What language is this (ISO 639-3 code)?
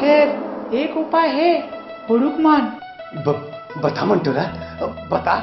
hne